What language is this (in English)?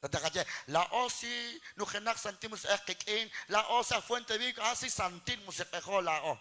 Kekchí